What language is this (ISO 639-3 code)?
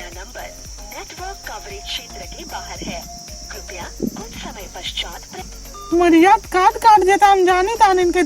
awa